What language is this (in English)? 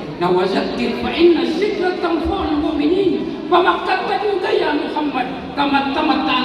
Maranao